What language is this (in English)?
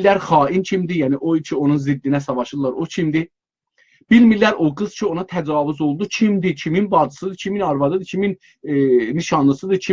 South Azerbaijani